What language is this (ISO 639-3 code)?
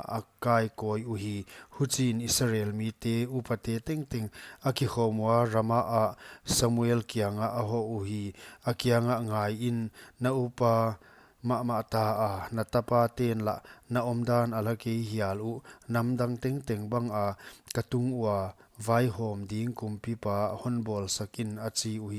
pck